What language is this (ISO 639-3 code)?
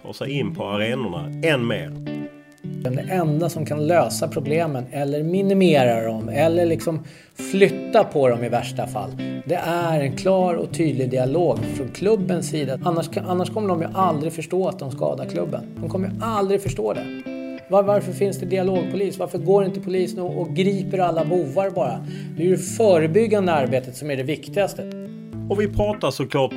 swe